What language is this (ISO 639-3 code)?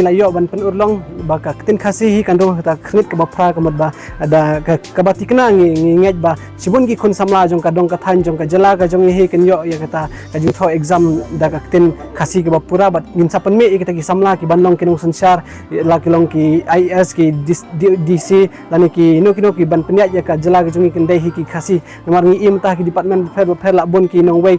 kha